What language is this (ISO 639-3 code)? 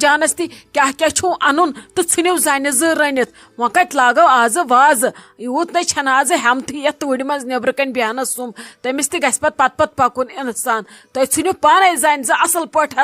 kas